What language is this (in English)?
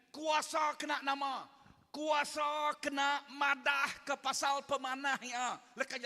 Iban